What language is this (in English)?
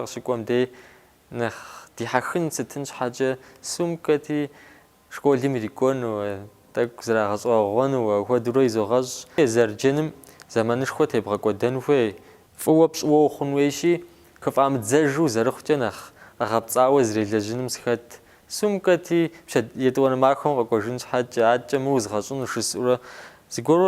Kabardian